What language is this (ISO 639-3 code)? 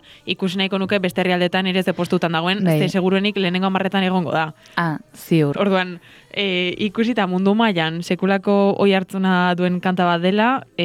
eus